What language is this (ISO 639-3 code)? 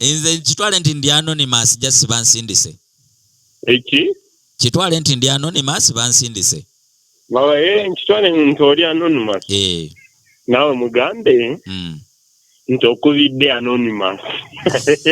lug